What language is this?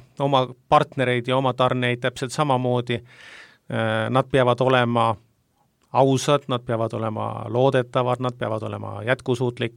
Estonian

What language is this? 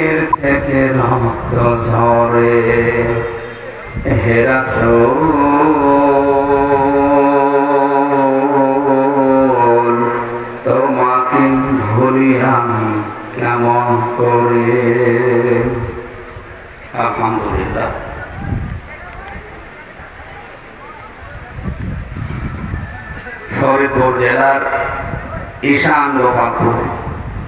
Bangla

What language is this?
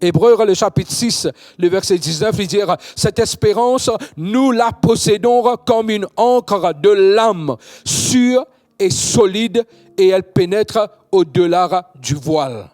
Morisyen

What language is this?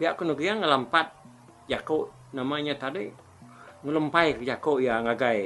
Iban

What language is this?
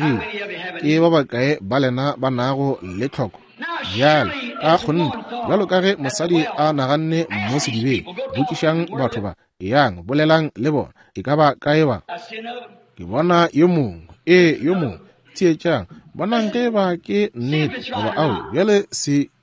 Northern Sotho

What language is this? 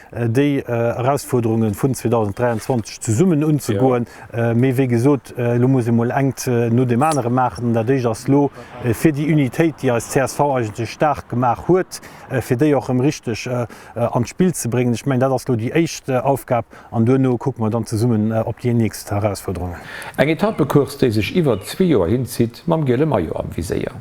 Luxembourgish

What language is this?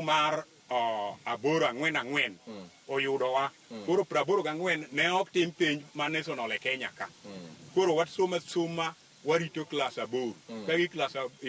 Luo (Kenya and Tanzania)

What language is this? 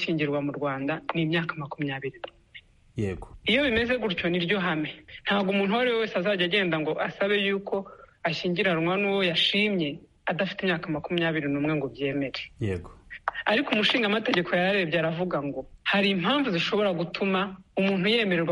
Kinyarwanda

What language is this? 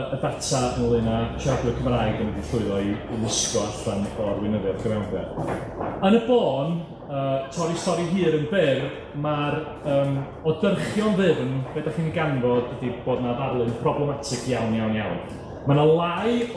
Welsh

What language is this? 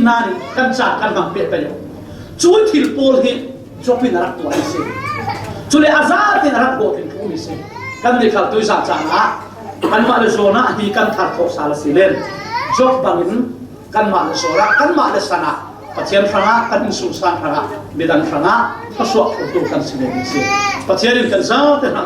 Falam Chin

